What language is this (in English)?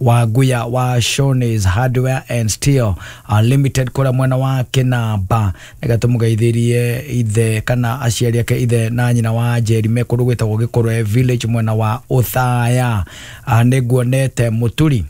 Kikuyu